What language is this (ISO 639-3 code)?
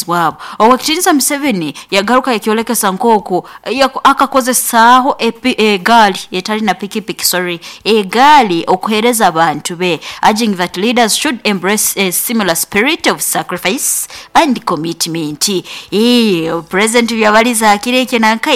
nyo